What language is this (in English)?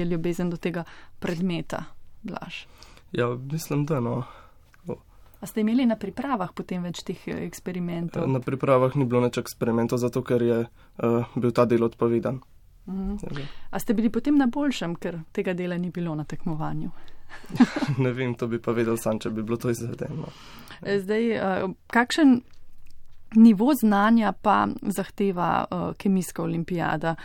Slovenian